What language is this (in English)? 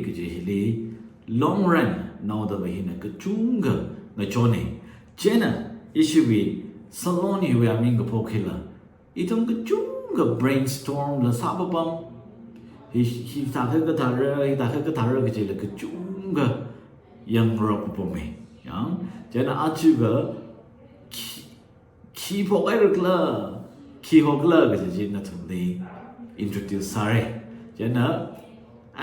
Tangkhul Naga (India)